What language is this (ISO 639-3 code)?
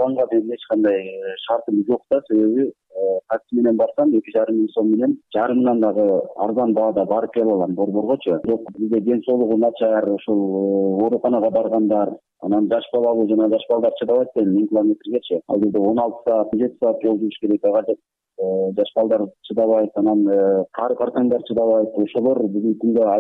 kir